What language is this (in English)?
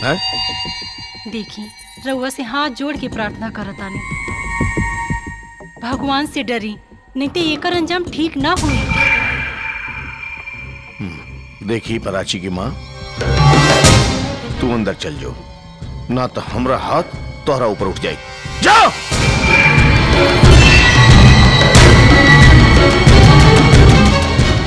Bhojpuri